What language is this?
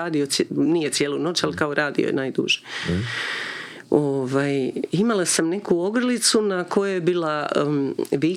Croatian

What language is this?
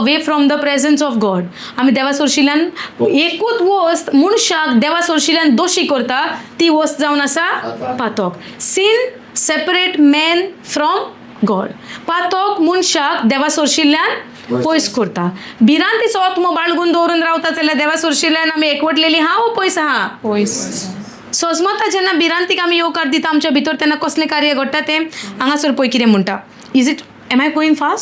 Konkani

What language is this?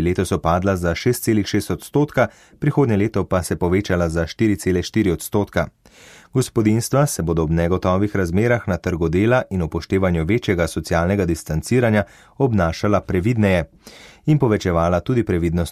Slovenian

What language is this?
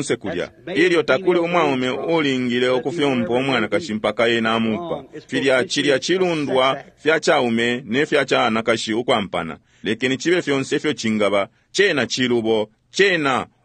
Bemba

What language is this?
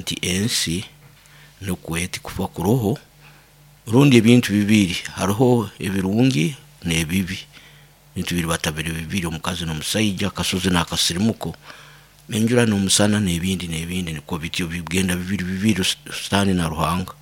Nyoro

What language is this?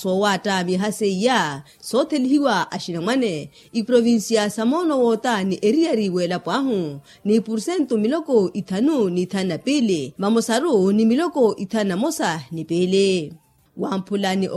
Makhuwa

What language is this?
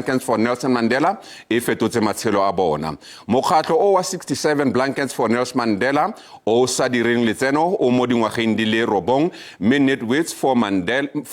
Tswana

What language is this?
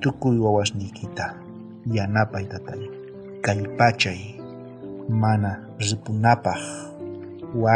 South Bolivian Quechua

